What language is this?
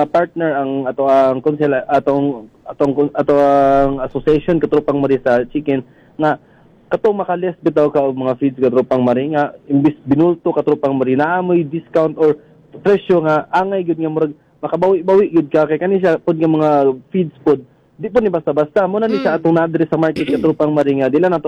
Cebuano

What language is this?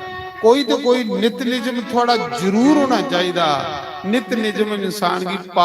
Dogri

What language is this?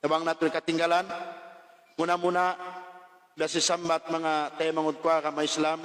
Tausug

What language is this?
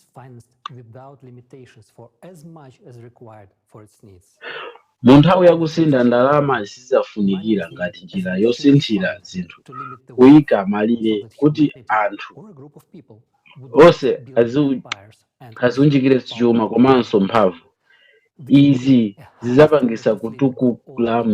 Nyanja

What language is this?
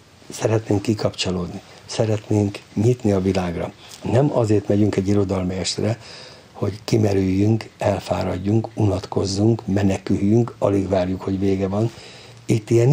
Hungarian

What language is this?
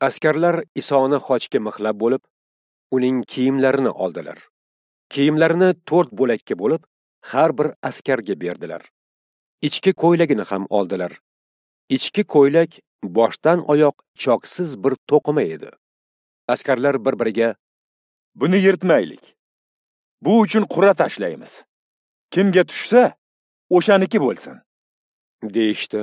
Uzbek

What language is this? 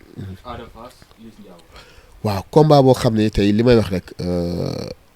Wolof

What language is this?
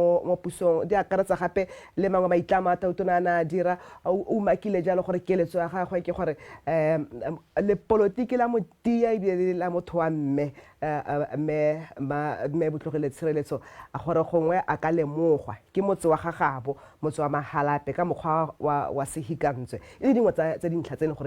Tswana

